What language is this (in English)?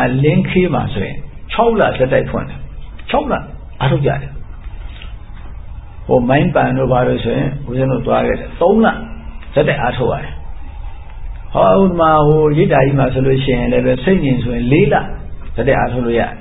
Burmese